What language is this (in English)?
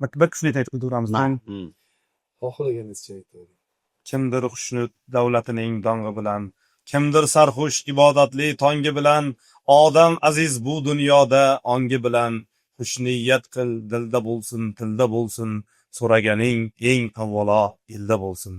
Uzbek